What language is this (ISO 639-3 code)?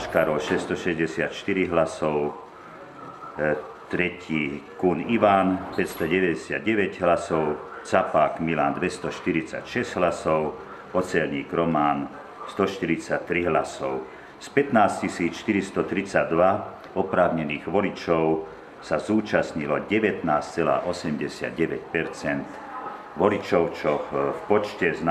slk